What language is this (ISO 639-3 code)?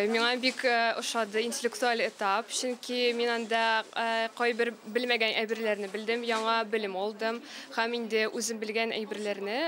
tat